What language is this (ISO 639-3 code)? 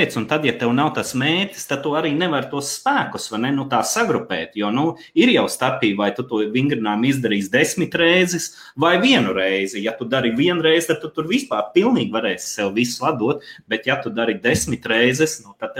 lav